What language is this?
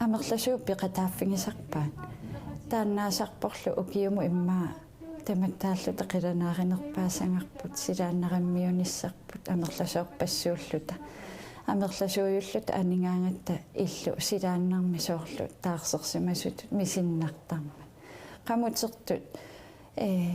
Kalaallisut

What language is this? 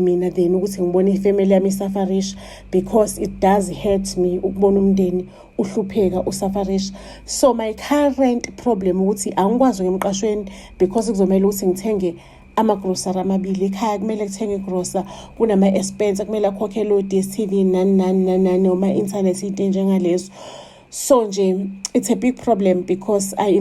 Zulu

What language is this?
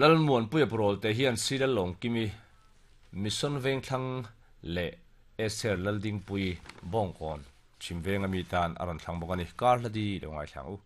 Mizo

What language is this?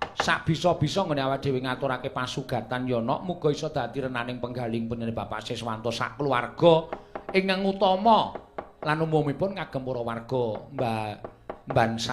Javanese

